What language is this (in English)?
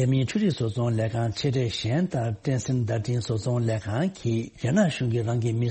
Tibetan